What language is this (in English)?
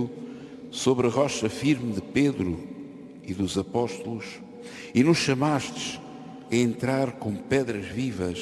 Portuguese